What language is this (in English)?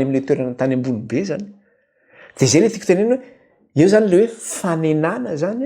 Malagasy